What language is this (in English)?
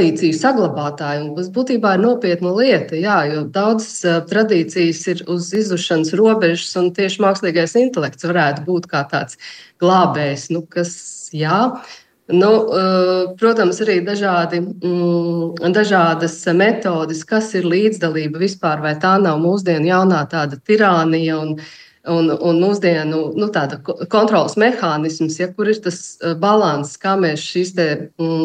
Latvian